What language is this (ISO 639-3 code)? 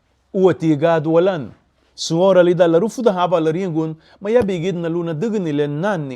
cab